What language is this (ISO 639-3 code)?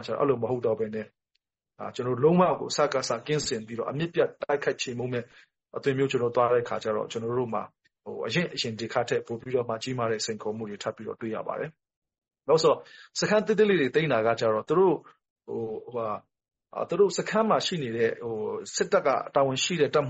mya